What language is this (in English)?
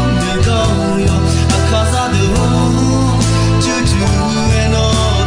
Akha